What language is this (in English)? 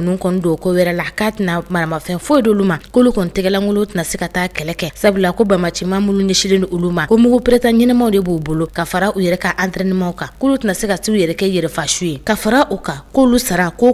Bambara